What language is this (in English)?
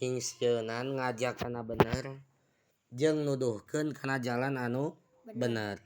Sundanese